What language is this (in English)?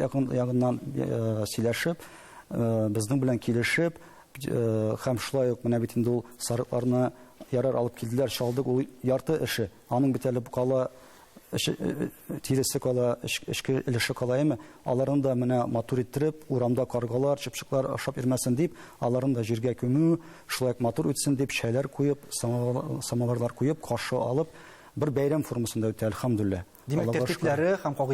Tatar